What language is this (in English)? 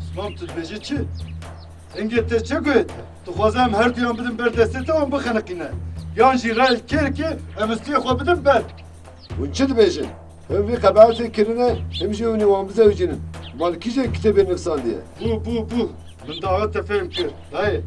Kurdish